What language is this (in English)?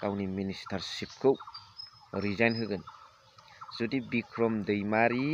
Bodo